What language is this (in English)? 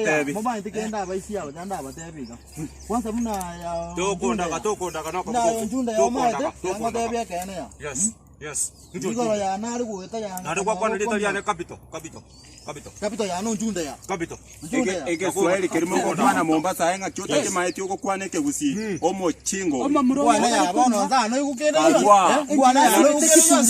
Gusii